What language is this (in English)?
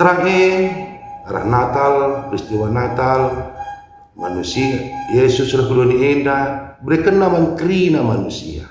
Batak Karo